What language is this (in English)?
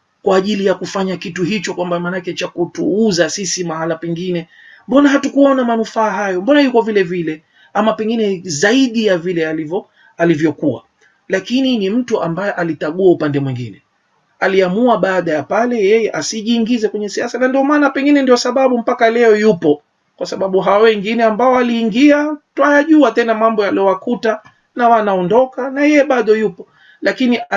Swahili